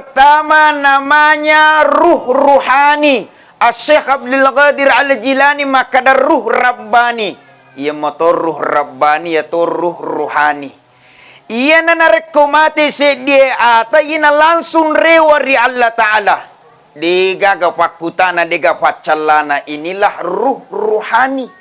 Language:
Buginese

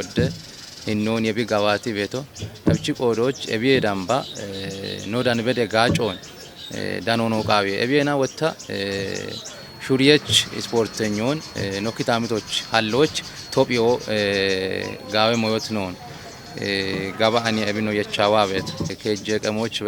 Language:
Kafa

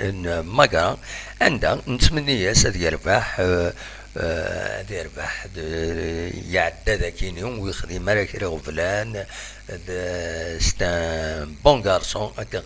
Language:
Kabyle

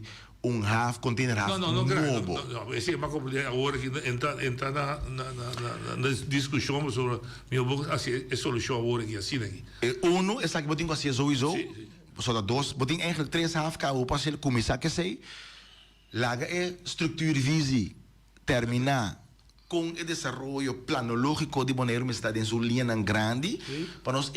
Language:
Papiamento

